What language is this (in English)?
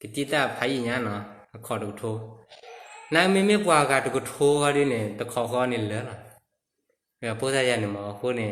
S'gaw Karen